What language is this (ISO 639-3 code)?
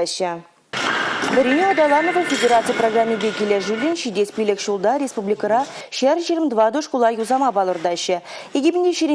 chv